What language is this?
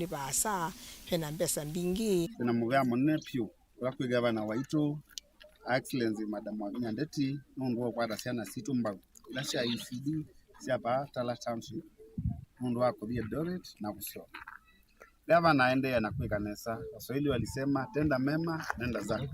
Kamba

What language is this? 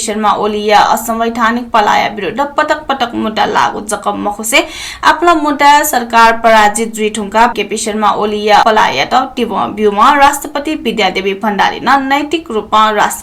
Newari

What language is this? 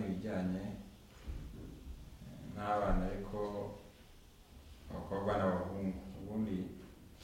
Kinyarwanda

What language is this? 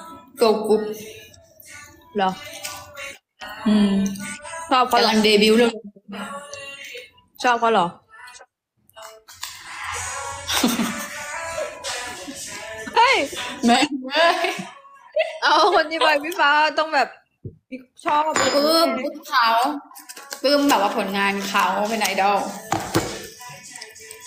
Thai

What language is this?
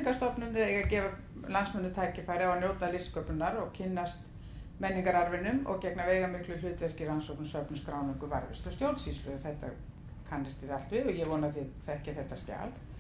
Icelandic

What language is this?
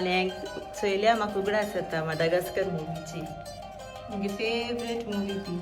Konkani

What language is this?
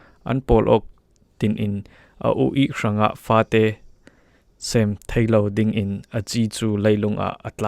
Falam Chin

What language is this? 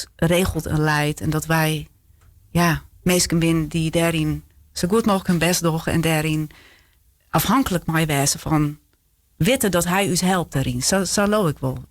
Western Frisian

